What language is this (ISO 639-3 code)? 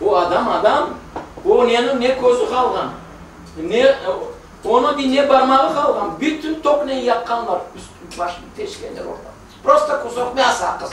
crh